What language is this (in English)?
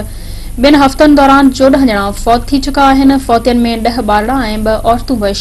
Sindhi